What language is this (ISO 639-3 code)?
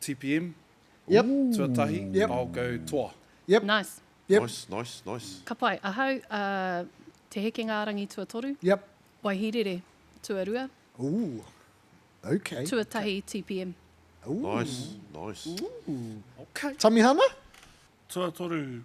mri